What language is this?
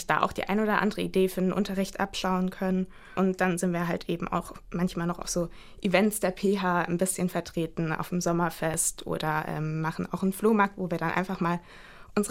German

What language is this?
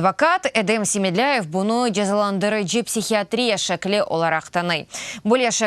Crimean Tatar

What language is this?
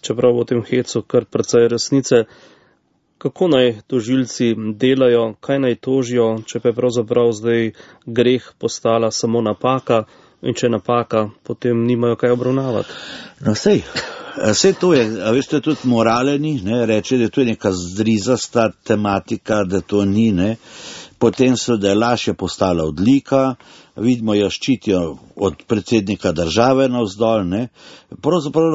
Slovenian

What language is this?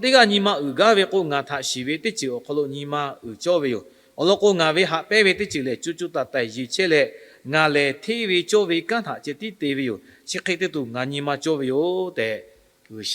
Lahu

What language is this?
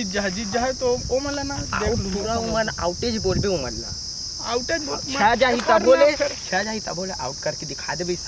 Chhattisgarhi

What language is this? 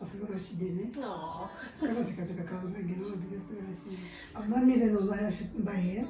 Herero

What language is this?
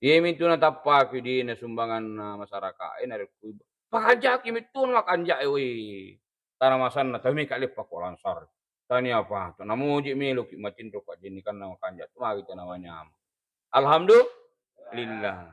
Buginese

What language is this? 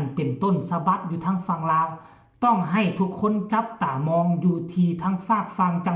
Northeastern Thai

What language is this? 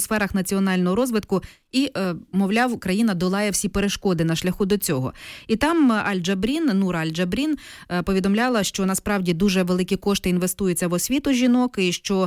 Ukrainian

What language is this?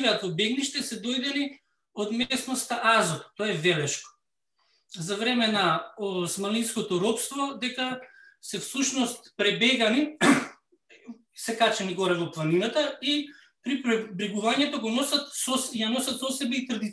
Macedonian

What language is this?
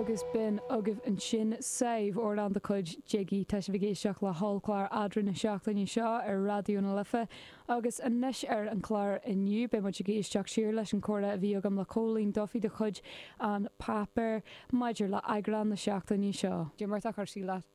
Irish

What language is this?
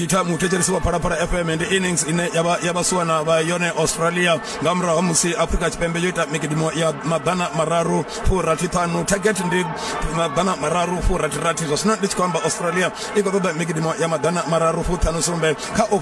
Venda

